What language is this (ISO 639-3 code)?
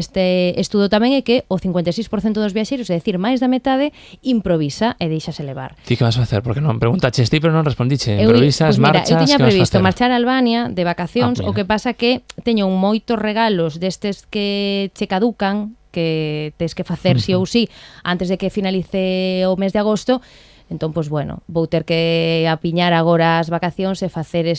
glg